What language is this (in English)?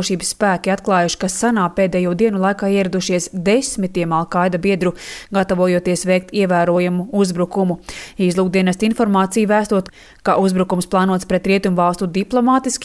Latvian